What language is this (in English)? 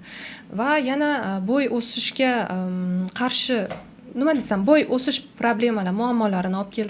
Uzbek